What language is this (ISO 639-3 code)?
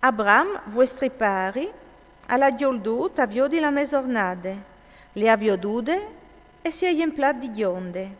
fur